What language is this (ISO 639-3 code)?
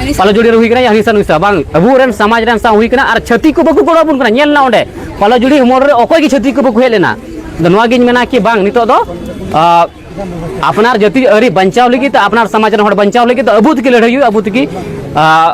sat